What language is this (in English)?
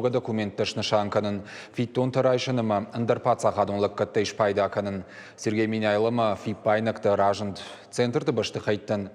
Ossetic